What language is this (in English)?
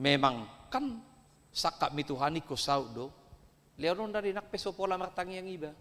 Batak Toba